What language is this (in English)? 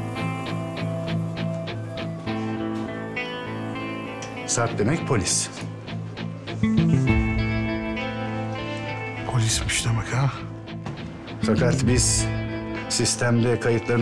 Turkish